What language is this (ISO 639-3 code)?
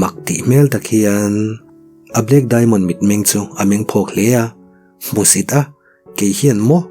lus